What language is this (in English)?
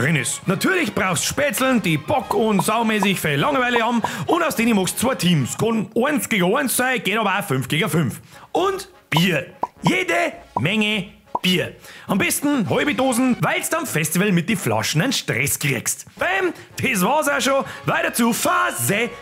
Bavarian